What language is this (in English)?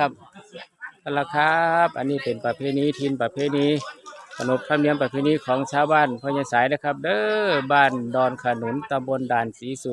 Northeastern Thai